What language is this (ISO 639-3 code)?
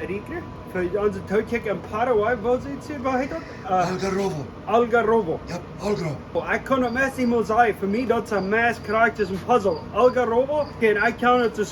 pdt